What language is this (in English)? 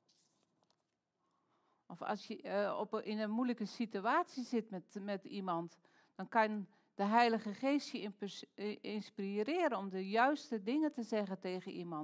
Dutch